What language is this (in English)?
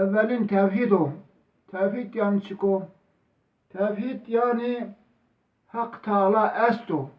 Zaza